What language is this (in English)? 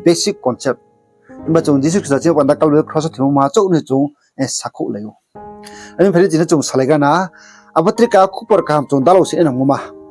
Riang (India)